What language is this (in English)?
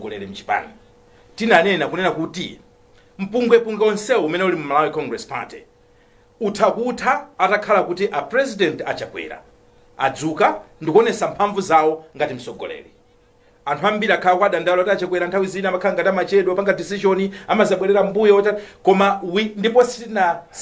Nyanja